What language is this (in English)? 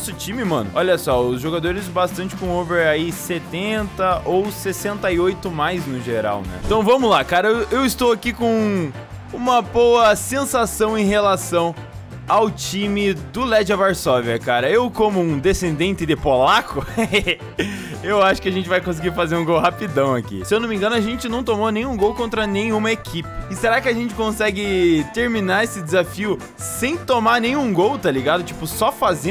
Portuguese